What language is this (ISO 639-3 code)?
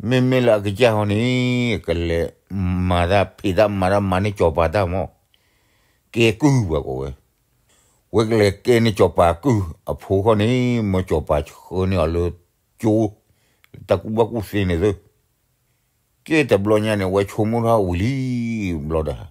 ksw